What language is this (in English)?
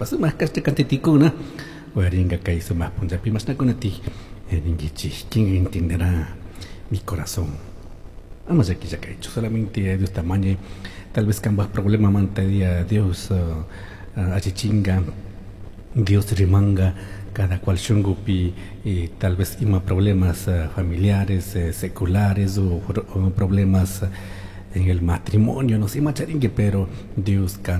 Chimborazo Highland Quichua